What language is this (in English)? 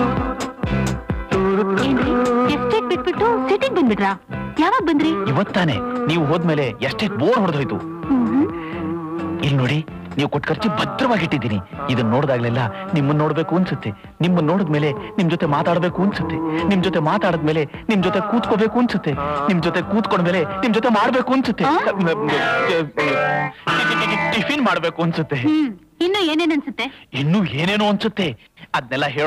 Kannada